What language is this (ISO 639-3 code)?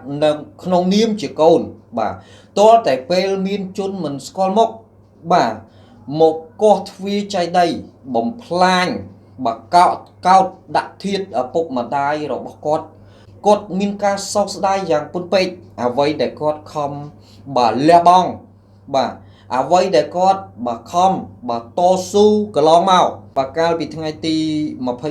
khm